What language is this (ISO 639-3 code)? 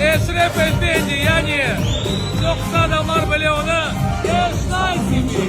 crh